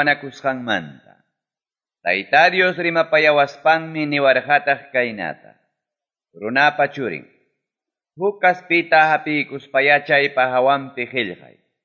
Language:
Ayacucho Quechua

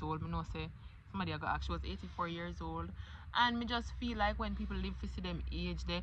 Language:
Jamaican Creole English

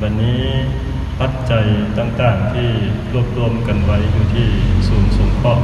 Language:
Lao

